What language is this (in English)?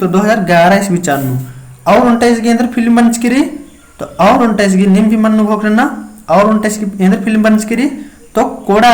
Kurukh